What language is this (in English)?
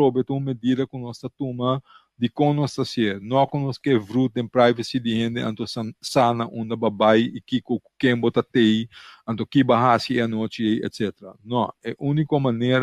Papiamento